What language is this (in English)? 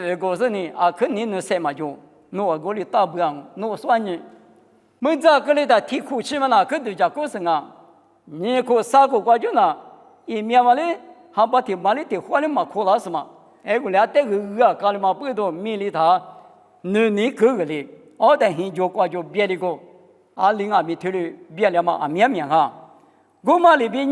Lisu